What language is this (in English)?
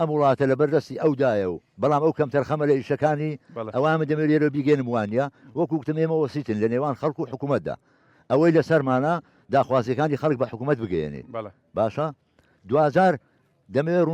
Central Kurdish